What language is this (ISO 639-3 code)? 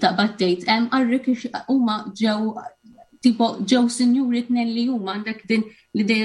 mlt